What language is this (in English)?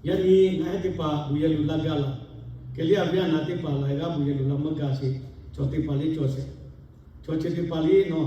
Lahu